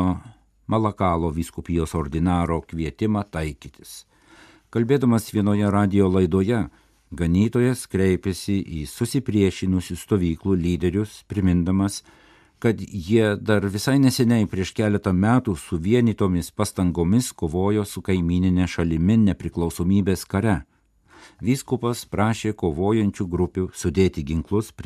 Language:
Lithuanian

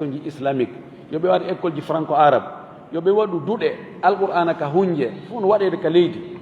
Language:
Fula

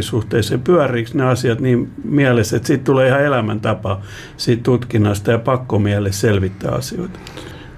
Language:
Finnish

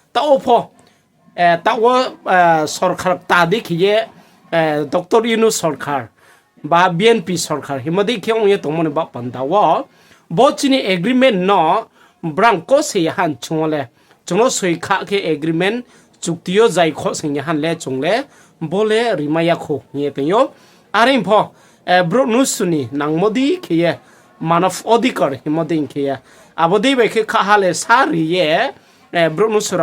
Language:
Riang (India)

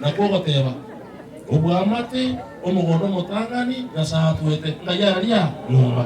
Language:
Gusii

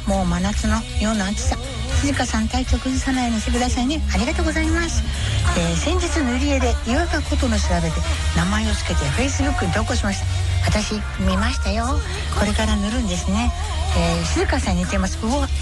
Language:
Japanese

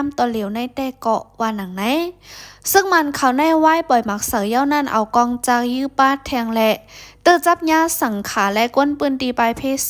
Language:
Shan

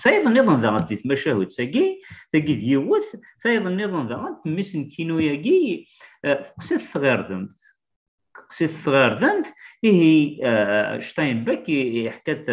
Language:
Kabyle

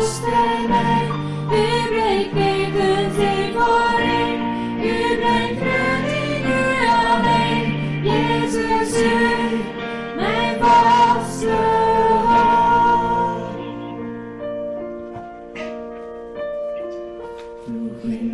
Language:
Dutch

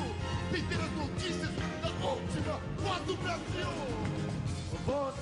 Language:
Portuguese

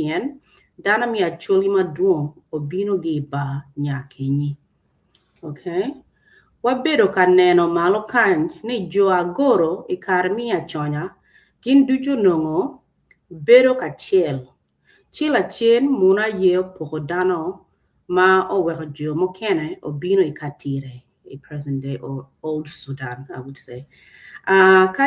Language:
Acoli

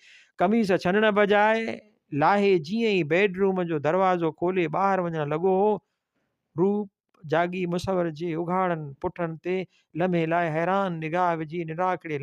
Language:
Sindhi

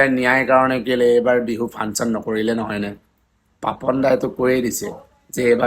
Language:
Assamese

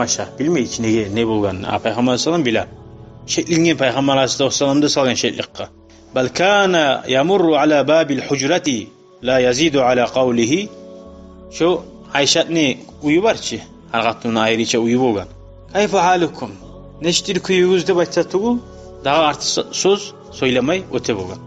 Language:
Kumyk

